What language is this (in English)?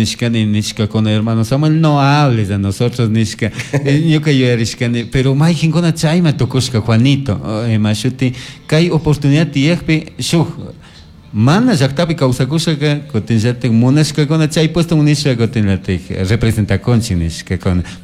Chimborazo Highland Quichua